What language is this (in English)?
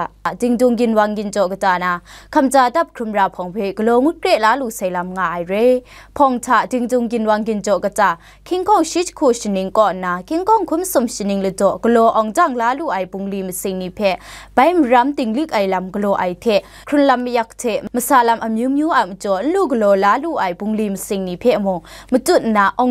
Kachin